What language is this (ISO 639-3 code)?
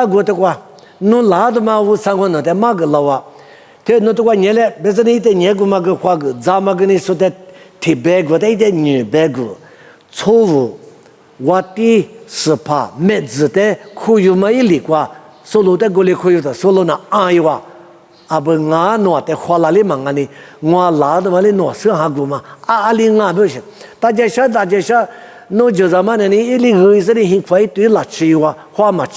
lis